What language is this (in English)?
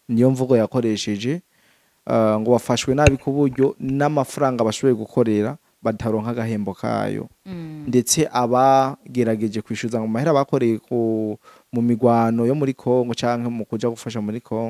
Rundi